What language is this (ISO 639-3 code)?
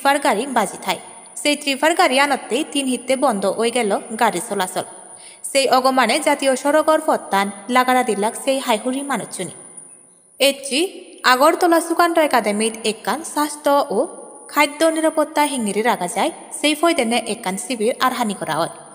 ccp